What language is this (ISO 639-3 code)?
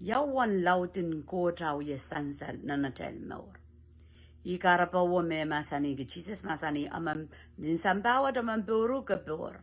pon